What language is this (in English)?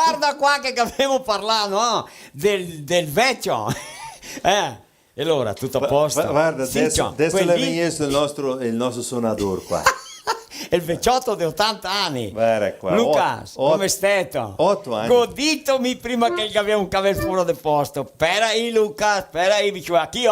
Venetian